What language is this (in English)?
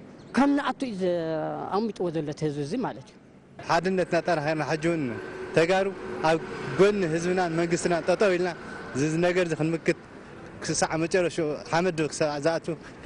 Tigrinya